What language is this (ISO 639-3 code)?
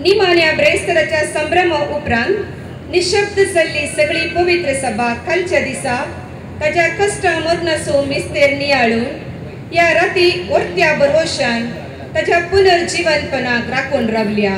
kok